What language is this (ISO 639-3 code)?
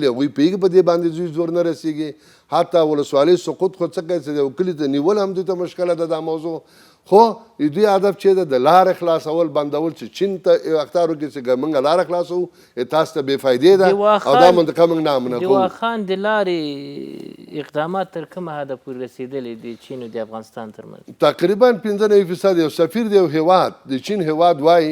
pus